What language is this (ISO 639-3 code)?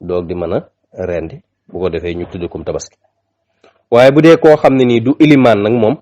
wol